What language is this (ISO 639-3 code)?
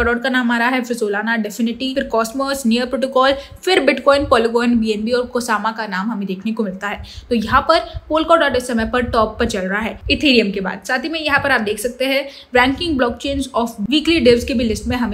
hin